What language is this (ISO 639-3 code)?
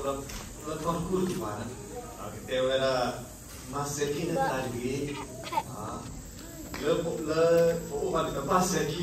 ksw